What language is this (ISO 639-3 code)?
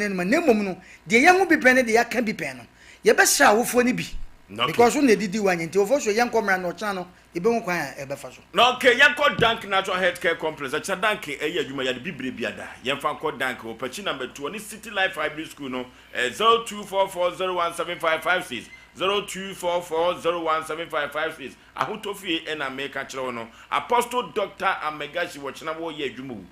aka